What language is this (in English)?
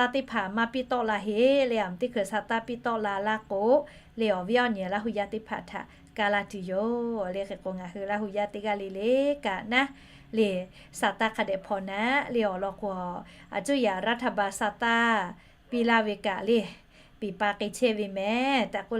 Lahu